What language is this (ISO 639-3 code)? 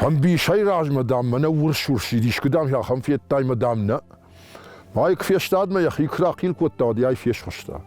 oss